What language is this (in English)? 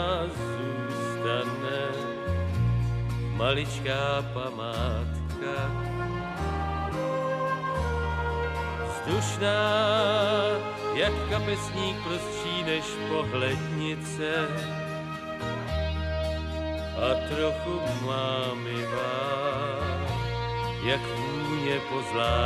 Czech